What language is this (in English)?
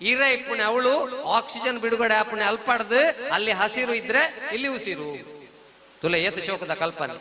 Tulu